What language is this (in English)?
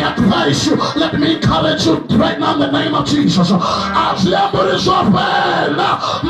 Venda